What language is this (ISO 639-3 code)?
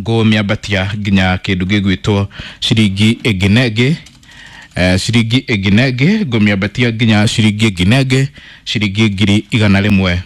kik